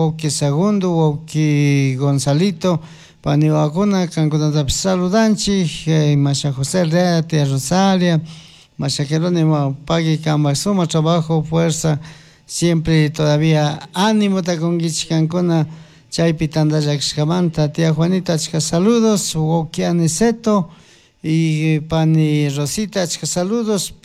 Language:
Chimborazo Highland Quichua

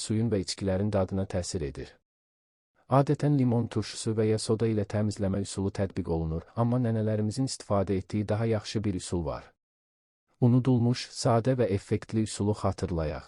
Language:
Azerbaijani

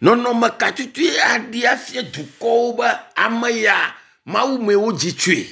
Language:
Ewe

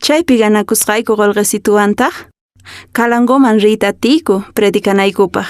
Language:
Quechua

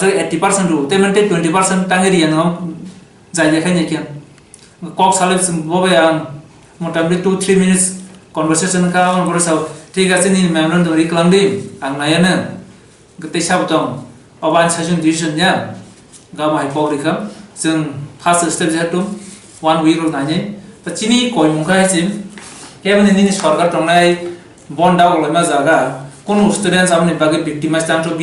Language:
Kok Borok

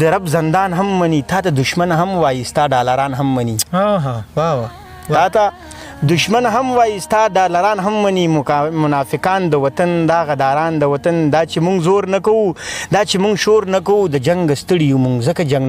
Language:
Pashto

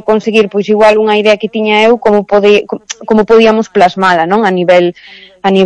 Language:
Galician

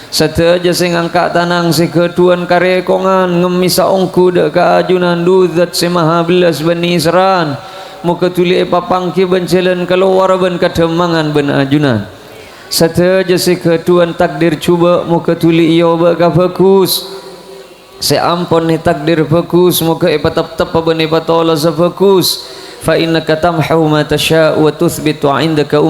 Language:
Madurese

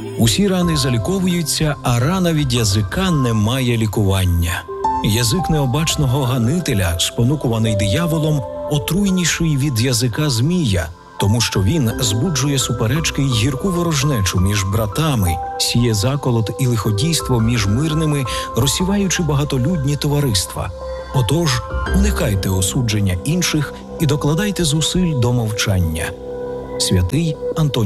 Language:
Ukrainian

